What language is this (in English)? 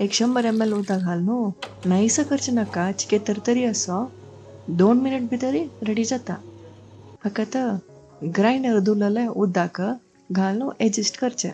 Konkani